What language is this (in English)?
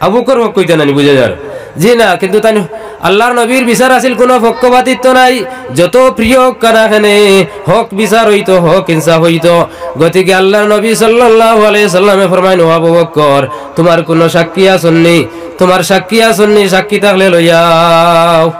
Sylheti